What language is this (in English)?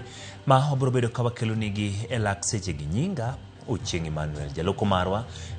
Luo (Kenya and Tanzania)